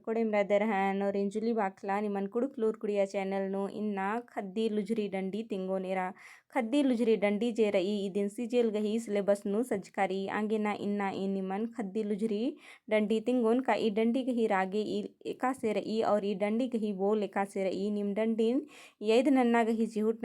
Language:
Kurukh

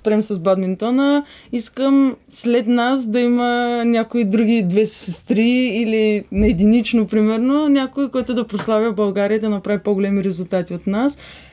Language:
Bulgarian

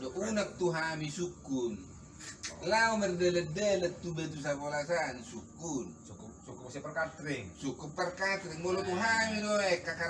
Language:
Batak Toba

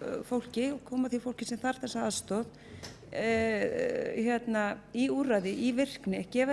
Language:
Icelandic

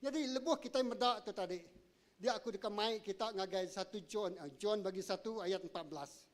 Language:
Iban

